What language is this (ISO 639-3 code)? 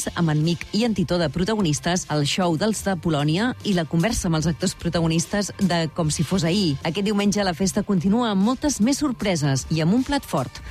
cat